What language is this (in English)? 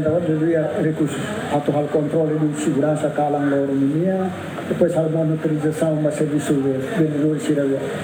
Tetum